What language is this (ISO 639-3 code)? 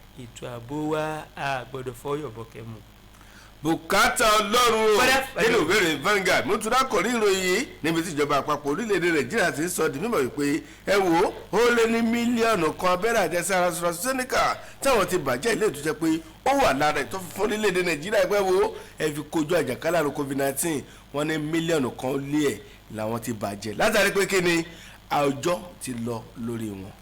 yor